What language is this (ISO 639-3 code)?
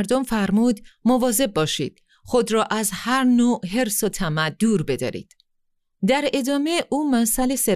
fas